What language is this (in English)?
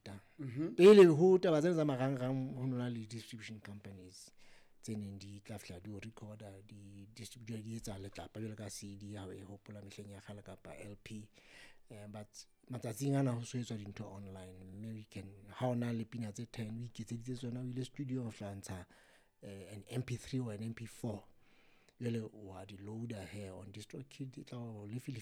Southern Sotho